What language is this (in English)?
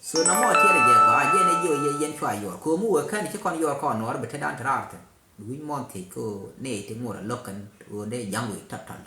Nuer